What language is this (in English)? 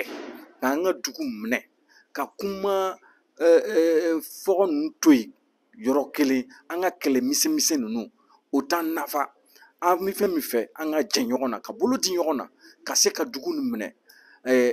Bambara